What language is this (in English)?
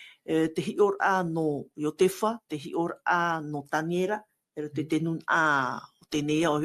Tahitian